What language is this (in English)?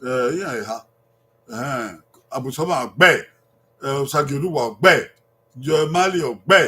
Bini